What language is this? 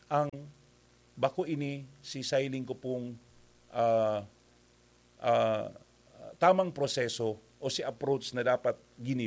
Bikol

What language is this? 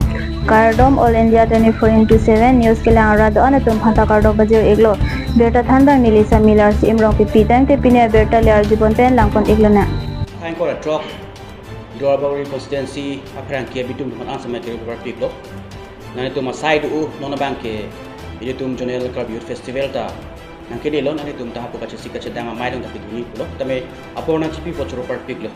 Karbi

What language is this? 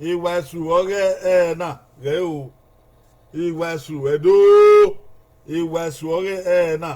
Bini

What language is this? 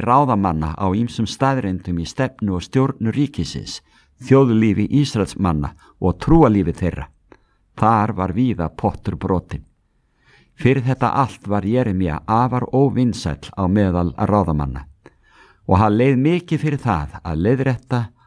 Icelandic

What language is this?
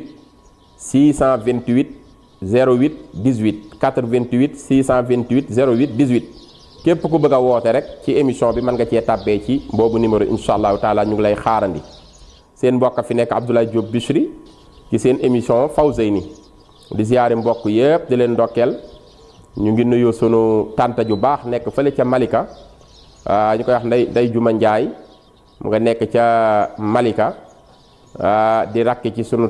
Wolof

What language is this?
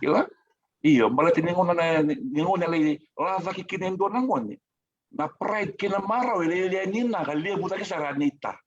Fijian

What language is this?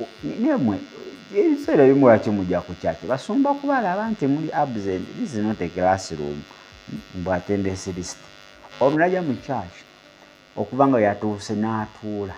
Ganda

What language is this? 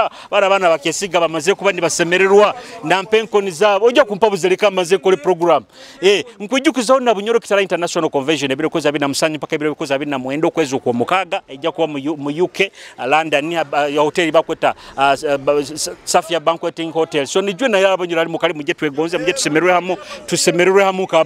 Nyoro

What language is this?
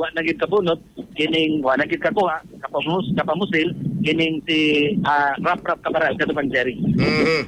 Cebuano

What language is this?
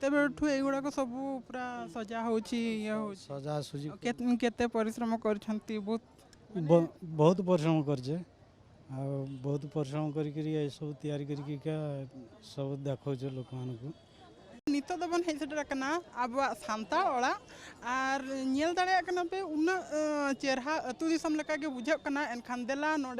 Santali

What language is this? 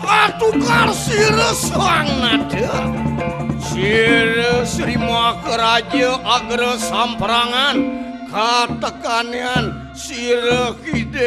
Balinese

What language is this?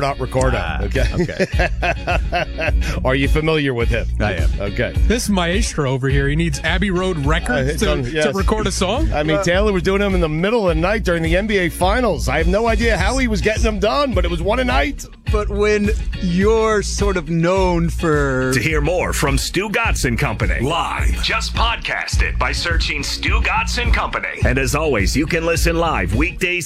English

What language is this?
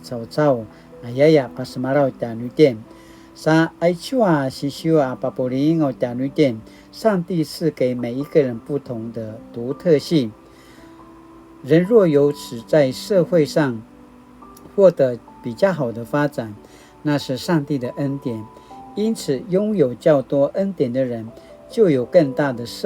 Paiwan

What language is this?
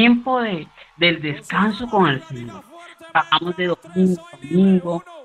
Spanish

